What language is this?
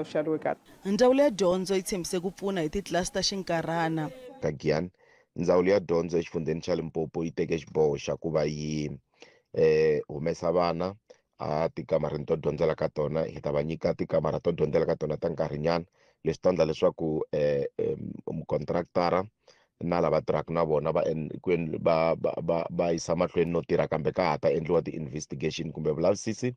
Tsonga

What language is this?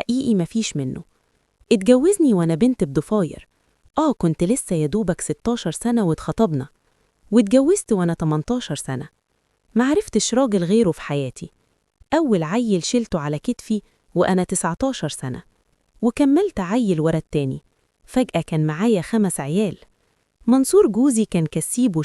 Egyptian Arabic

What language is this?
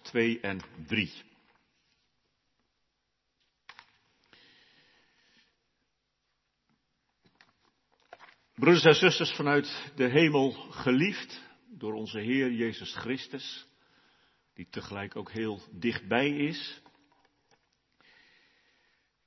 Dutch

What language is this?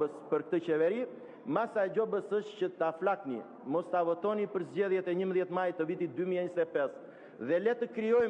Albanian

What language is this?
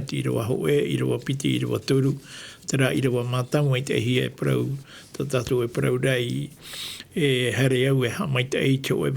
Tahitian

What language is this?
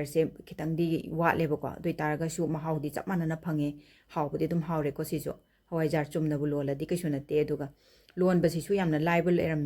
Manipuri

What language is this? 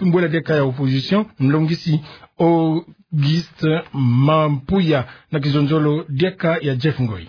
Kituba (Democratic Republic of Congo)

